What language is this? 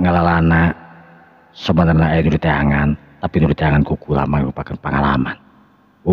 Sundanese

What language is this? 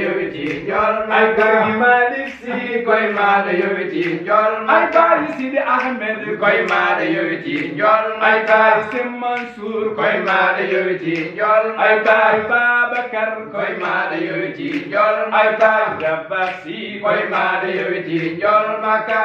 Fula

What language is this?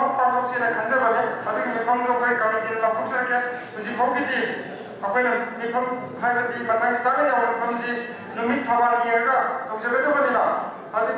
Manipuri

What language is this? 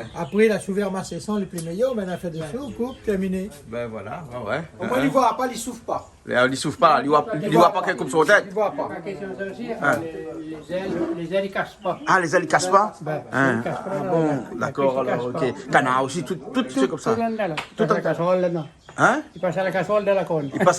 Réunion Creole French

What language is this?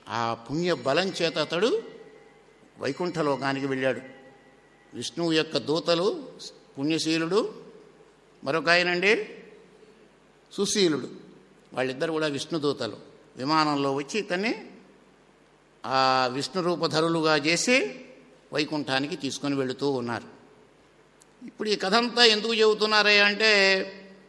Telugu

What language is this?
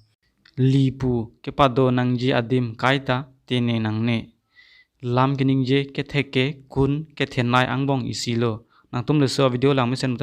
Karbi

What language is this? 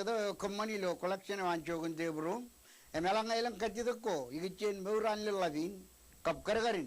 Marshallese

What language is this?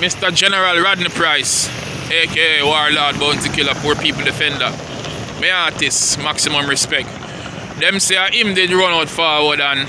Jamaican Creole English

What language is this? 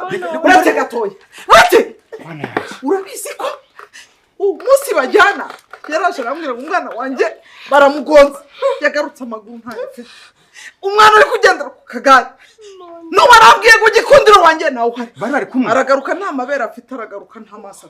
Kinyarwanda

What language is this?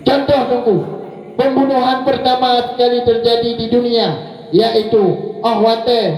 Achinese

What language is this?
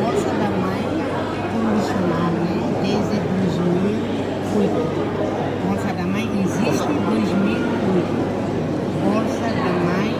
Tetum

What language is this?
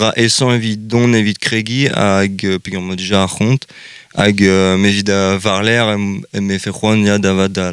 Breton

